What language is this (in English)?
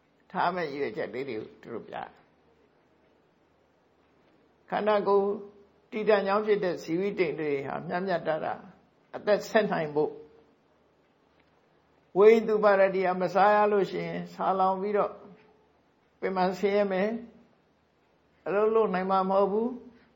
Burmese